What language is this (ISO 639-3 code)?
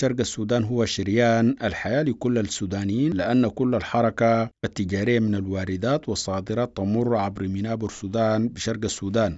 apd